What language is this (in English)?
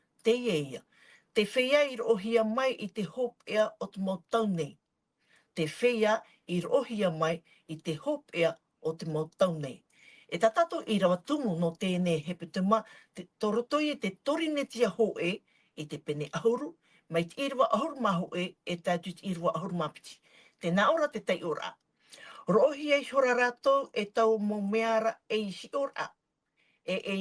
Tahitian